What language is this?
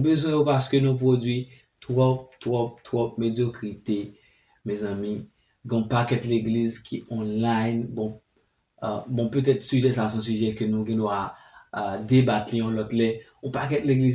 Haitian Creole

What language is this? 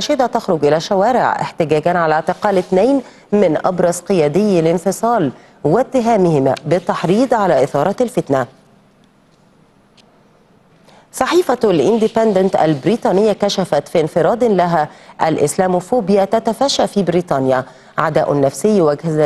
Arabic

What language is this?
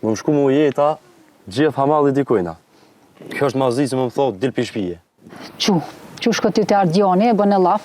Albanian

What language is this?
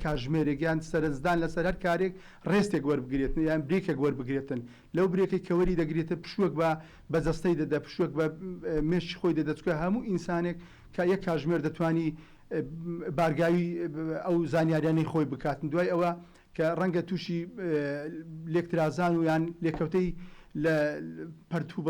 Central Kurdish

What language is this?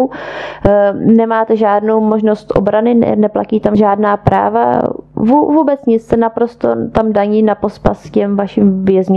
Czech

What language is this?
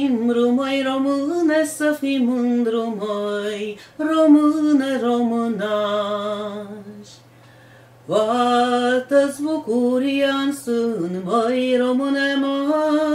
Romanian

